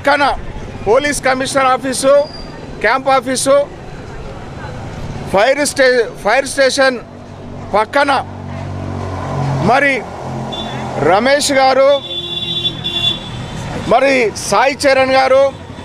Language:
Telugu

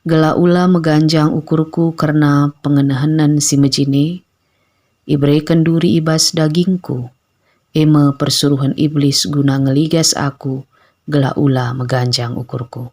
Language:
Batak Karo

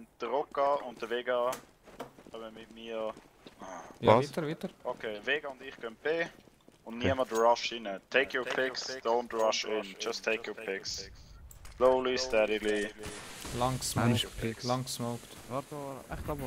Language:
Swiss German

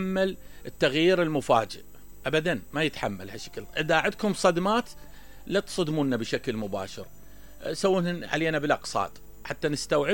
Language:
Mesopotamian Arabic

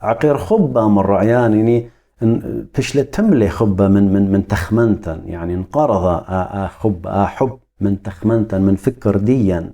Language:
Assyrian Neo-Aramaic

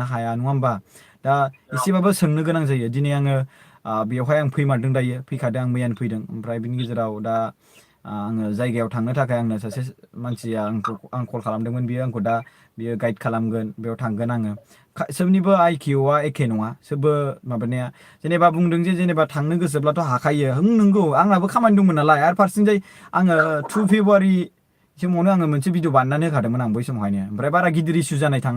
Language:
Bodo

